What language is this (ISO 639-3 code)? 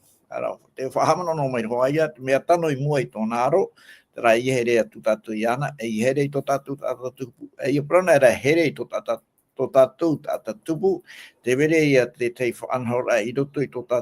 tah